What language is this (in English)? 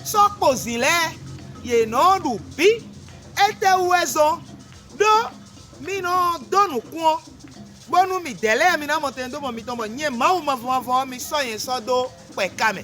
Fon